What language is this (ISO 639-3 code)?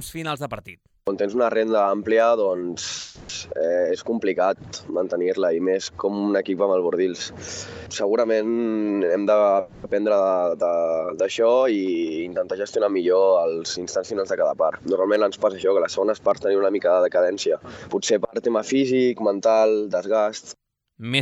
cat